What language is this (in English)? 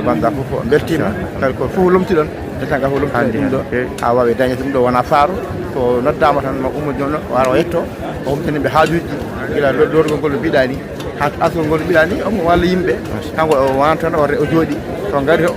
Fula